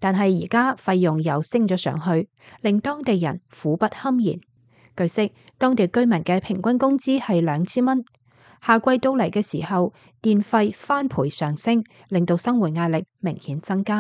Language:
Cantonese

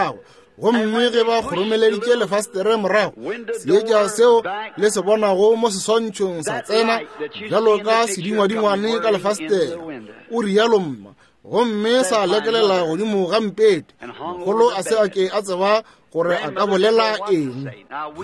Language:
Northern Sotho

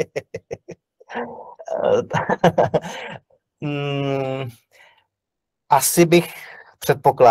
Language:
Czech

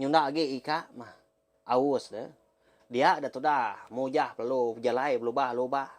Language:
Iban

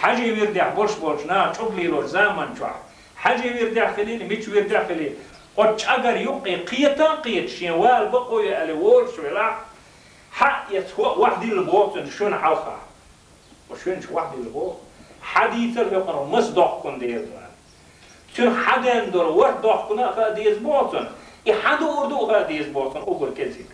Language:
Chechen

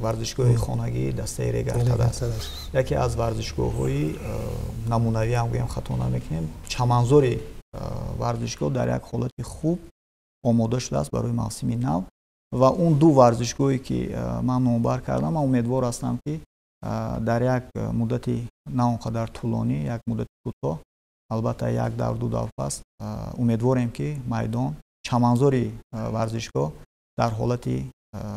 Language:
Tajik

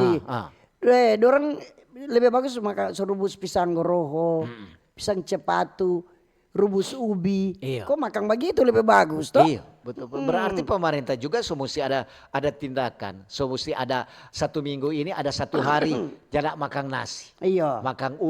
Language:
Manado Malay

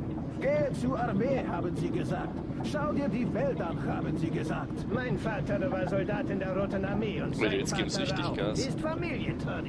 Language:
Bavarian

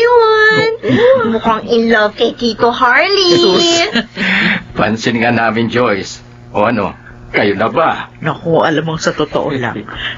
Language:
Filipino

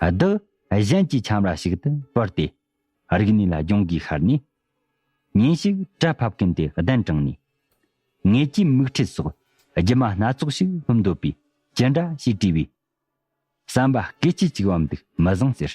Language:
Tibetan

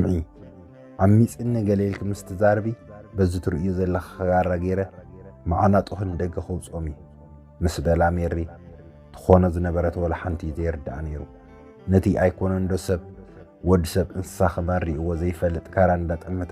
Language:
Tigrinya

